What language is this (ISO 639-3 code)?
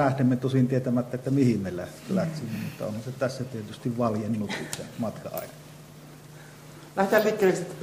fin